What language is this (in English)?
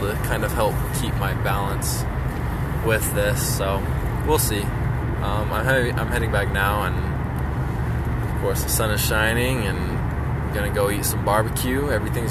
English